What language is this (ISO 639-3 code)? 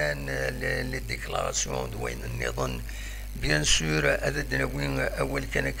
kab